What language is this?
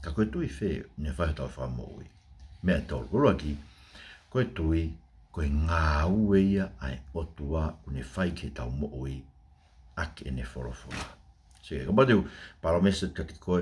Tongan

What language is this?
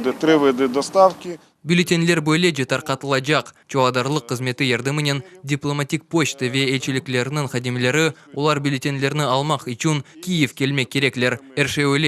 Crimean Tatar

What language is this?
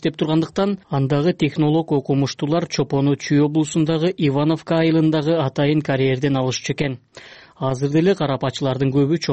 Kyrgyz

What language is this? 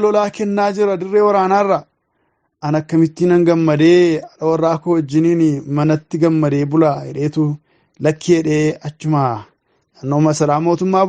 Oromo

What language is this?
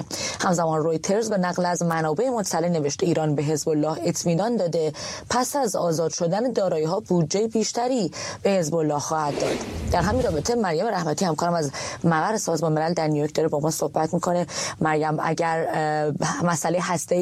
Persian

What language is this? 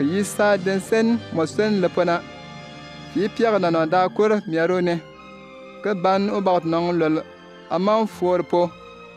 Bimoba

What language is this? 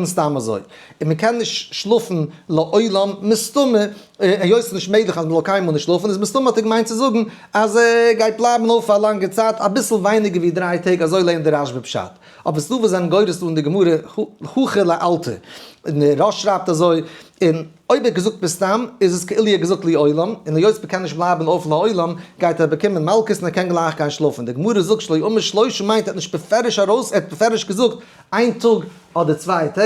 Yiddish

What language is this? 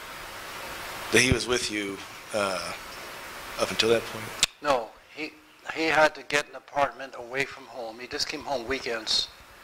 English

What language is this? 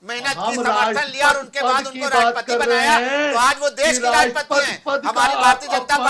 Hindi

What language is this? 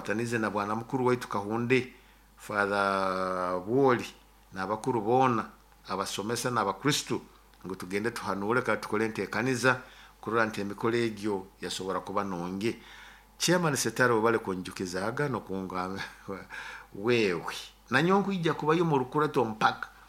Nyoro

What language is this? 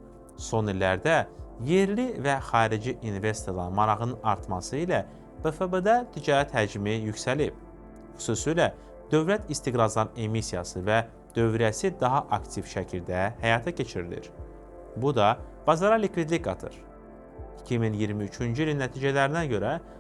Azerbaijani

